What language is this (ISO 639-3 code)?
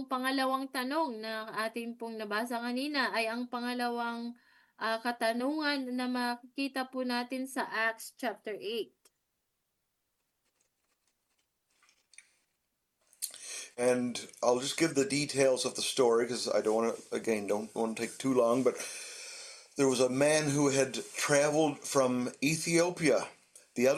fil